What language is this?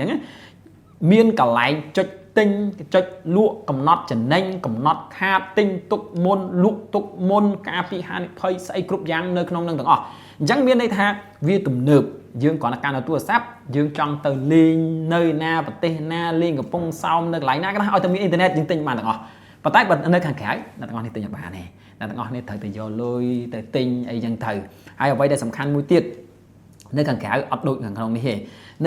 Khmer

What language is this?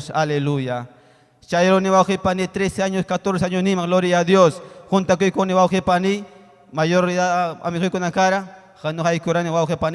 Ayacucho Quechua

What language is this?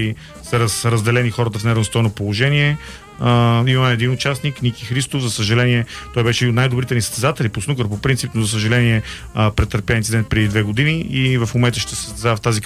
Bulgarian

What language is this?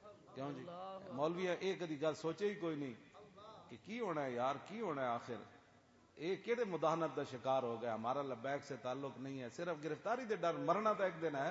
Western Panjabi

